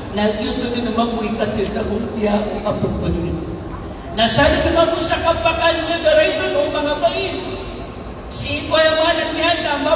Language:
Maranao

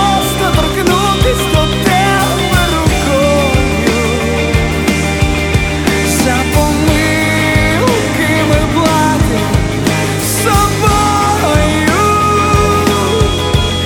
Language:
Ukrainian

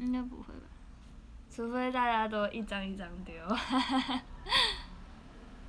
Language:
Chinese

